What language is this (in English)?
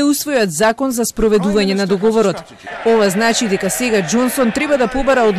Macedonian